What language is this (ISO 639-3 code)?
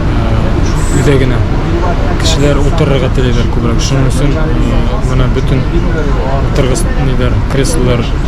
bak